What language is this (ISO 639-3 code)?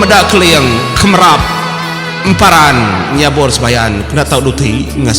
iba